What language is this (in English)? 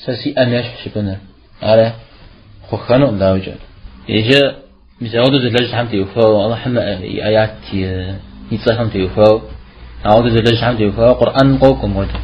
Kabardian